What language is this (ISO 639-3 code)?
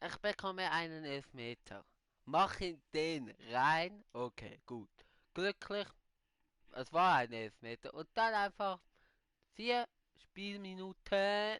gsw